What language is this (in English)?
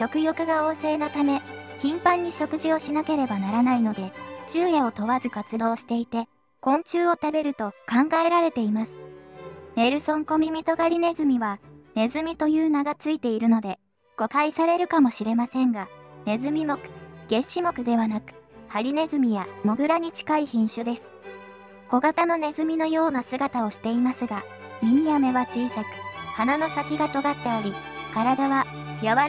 Japanese